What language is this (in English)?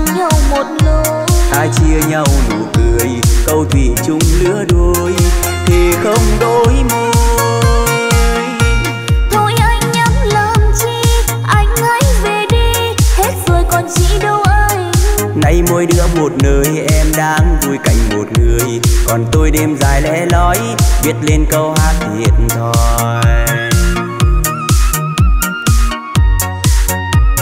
Vietnamese